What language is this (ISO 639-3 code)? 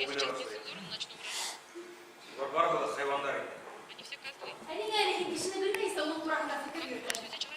bak